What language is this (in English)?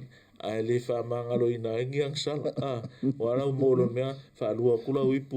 Samoan